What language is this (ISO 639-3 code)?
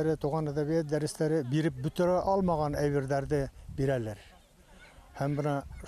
bak